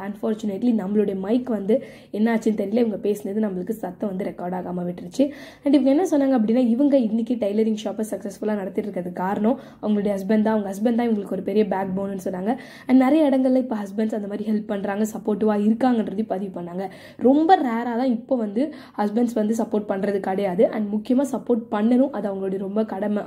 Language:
Tamil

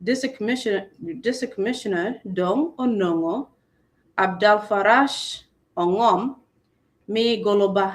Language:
Acoli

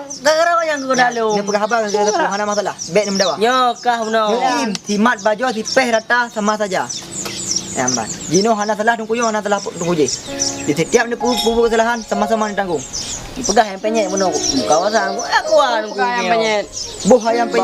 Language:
Achinese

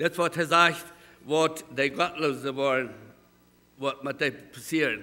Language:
Plautdietsch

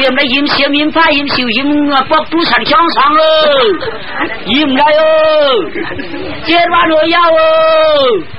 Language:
Shan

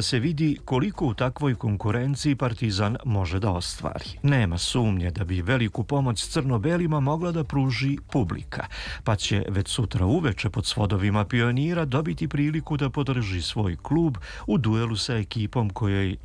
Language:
Serbian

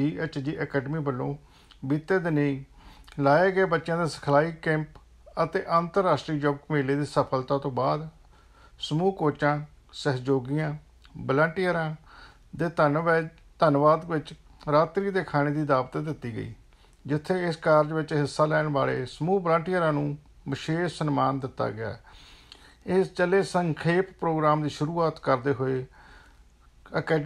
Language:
Punjabi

